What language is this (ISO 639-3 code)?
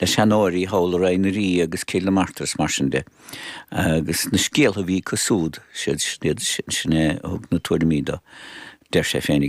gle